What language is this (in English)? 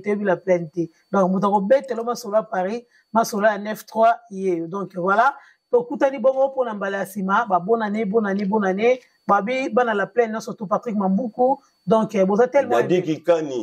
Lingala